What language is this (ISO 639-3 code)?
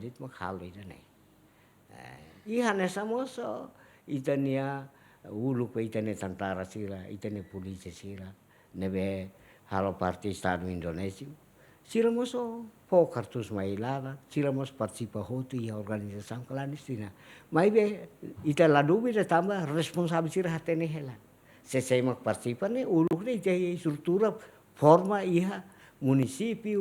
tet